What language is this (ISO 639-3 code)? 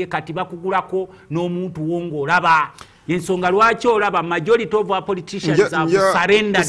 lug